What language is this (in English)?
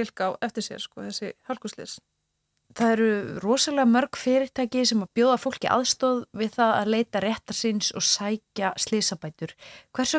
Icelandic